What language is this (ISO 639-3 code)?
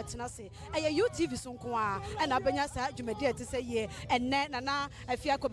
aka